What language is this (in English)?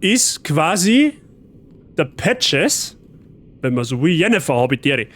Bavarian